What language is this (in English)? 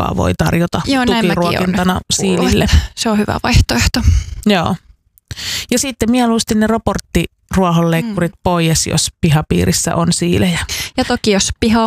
Finnish